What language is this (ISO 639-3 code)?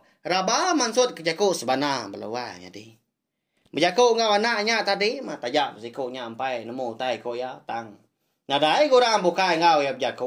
iba